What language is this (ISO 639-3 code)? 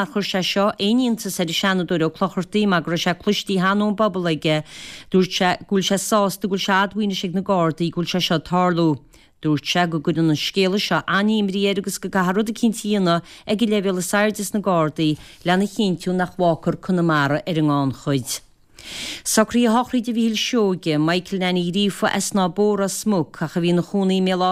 gle